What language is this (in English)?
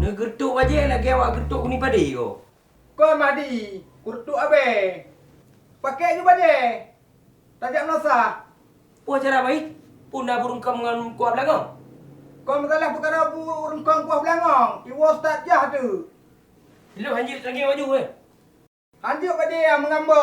Achinese